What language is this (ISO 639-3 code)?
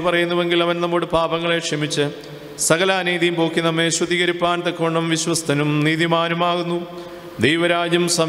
mal